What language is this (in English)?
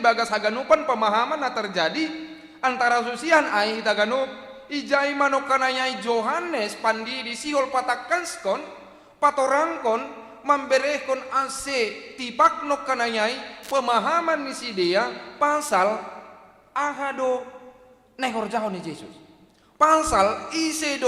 Batak Simalungun